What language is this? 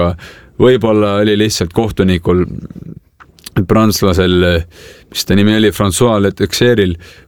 Estonian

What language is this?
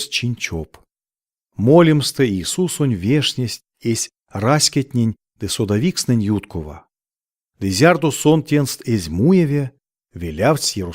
Erzya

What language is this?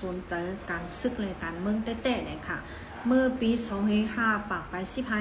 Shan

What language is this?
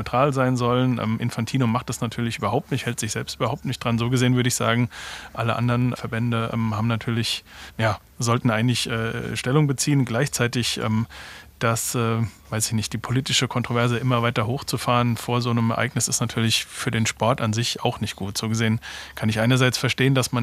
German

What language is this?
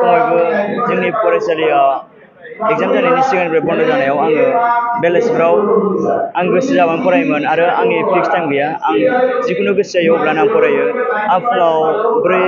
Bodo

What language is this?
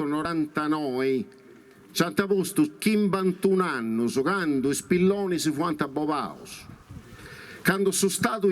Sardinian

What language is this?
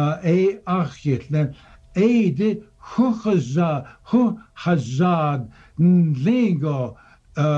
English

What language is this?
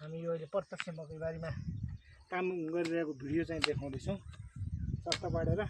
Nepali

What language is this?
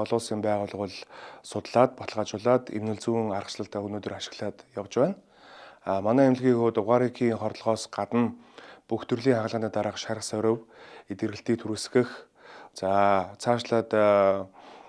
Mongolian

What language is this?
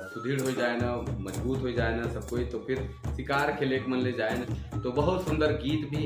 Sadri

